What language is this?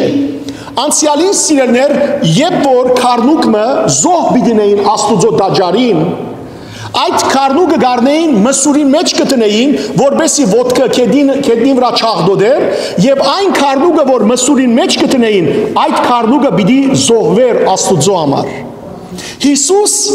Western Armenian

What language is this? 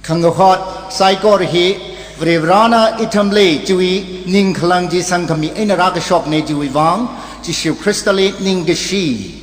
Tangkhul Naga (India)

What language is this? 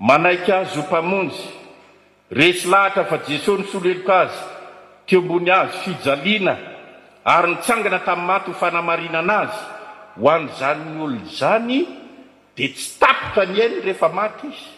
Malagasy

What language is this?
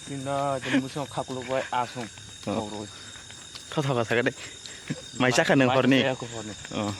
Kok Borok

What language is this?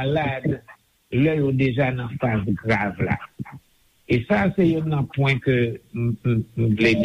Haitian Creole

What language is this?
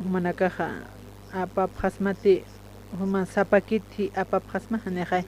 Aymara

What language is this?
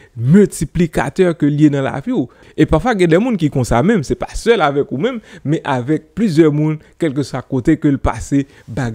Haitian Creole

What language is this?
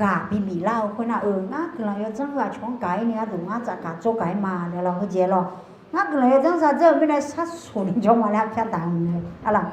Akha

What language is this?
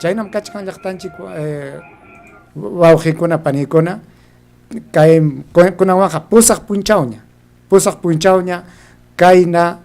Ayacucho Quechua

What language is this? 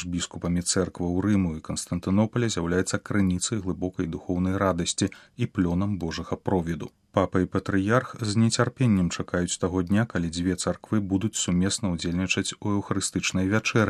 Belarusian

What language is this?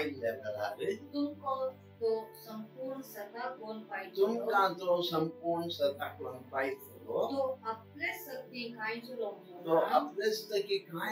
Konkani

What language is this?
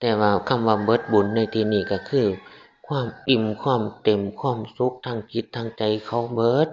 Northeastern Thai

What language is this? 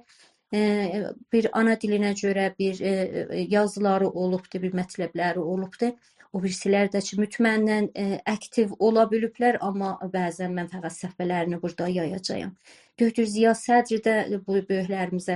South Azerbaijani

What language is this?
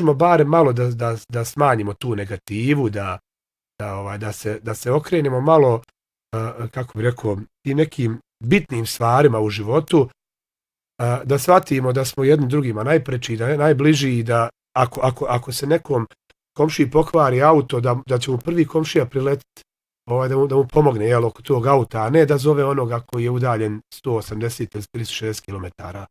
Bosnian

